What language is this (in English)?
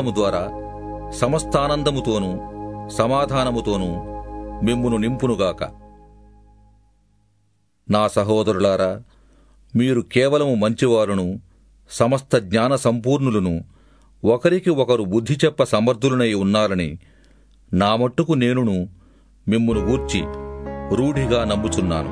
Telugu